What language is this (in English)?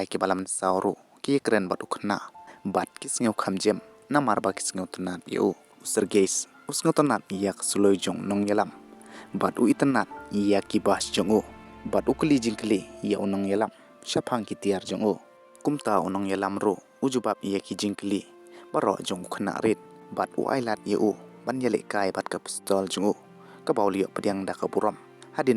Khasi